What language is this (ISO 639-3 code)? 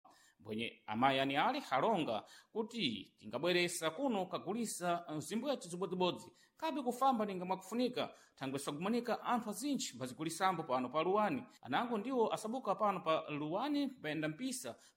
seh